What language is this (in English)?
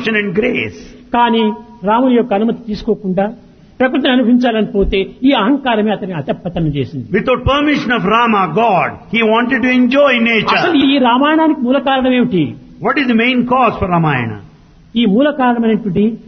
Telugu